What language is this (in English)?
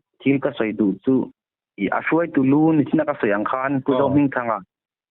Mizo